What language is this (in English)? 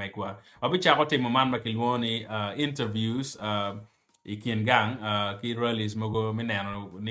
Acoli